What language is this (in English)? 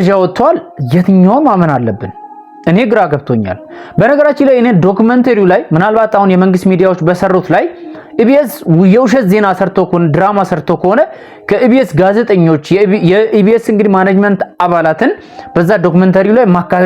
Amharic